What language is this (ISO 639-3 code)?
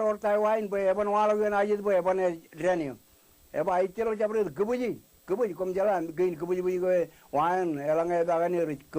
mah